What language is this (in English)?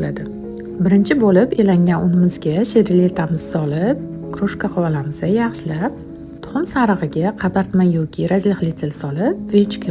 Uzbek